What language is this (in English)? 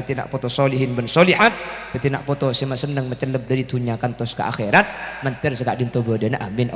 Madurese